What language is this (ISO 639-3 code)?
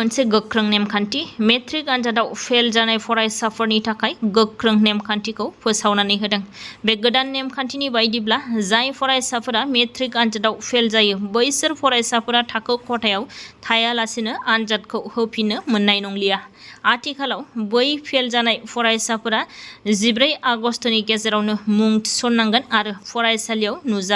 brx